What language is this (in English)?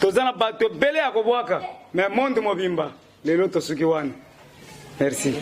Lingala